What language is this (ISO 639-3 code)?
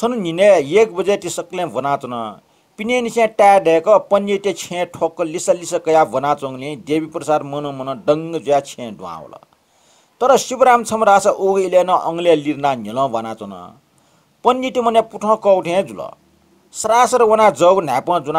new